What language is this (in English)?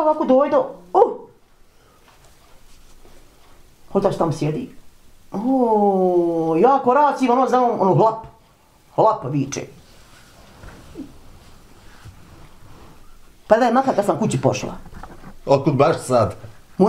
Bosnian